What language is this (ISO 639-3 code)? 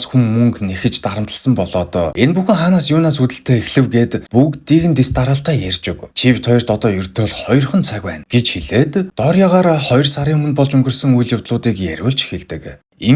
mon